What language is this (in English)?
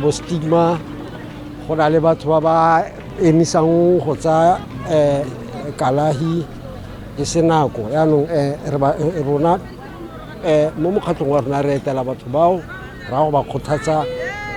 Tswana